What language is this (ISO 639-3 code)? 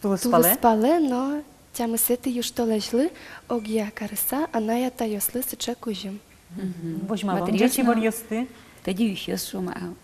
udm